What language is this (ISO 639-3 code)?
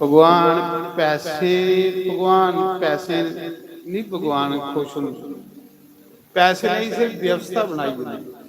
doi